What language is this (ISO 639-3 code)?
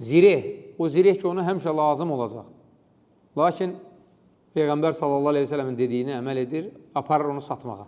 aze